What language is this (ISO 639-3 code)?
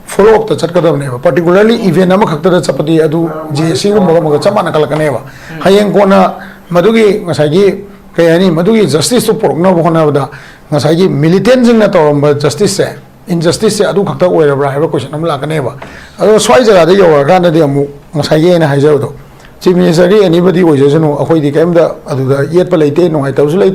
mni